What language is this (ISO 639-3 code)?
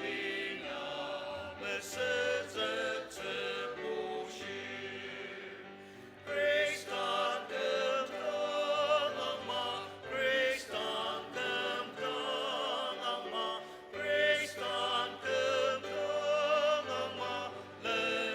njo